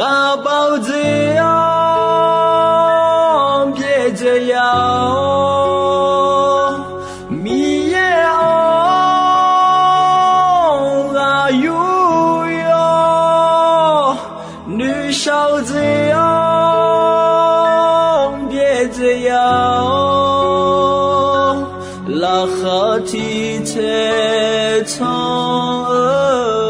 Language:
Akha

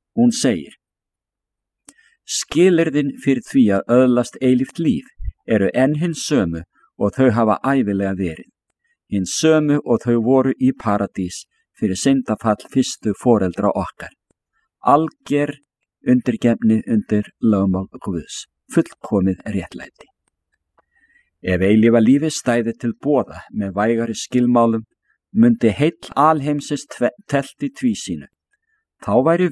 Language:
Icelandic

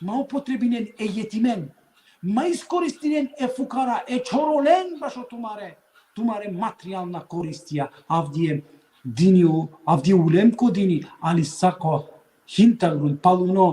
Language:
Balkan Romani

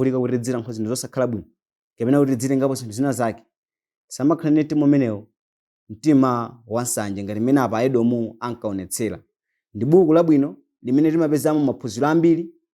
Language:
Nyanja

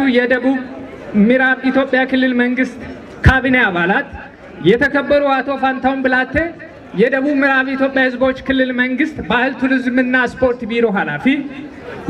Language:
Amharic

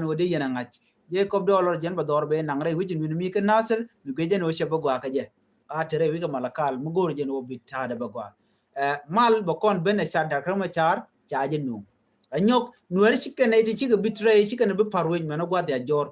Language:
Nuer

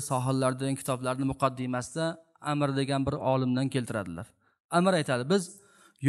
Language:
Uzbek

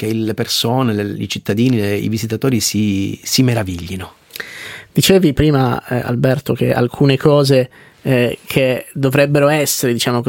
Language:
Italian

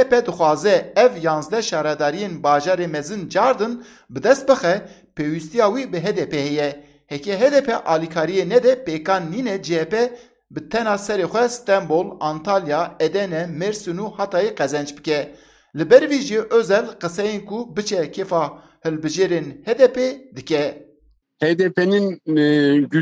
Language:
Kurdish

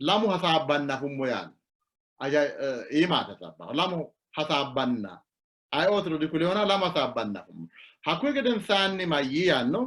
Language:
Sidamo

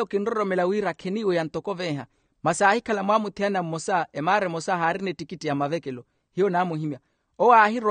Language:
Makhuwa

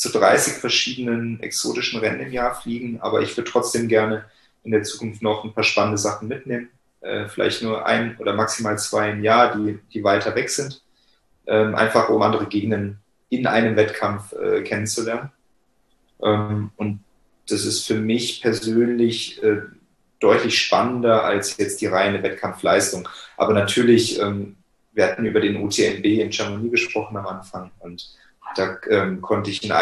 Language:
German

